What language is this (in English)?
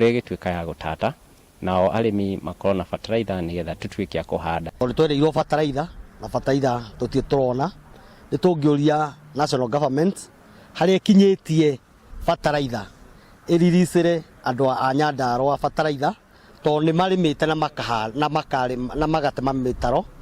Kikuyu